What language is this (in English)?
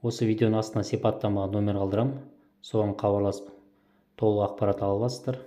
Kazakh